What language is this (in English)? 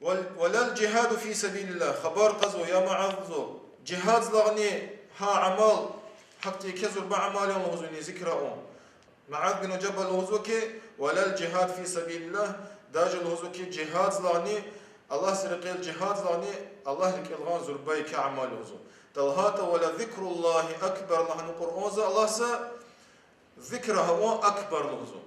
Lezghian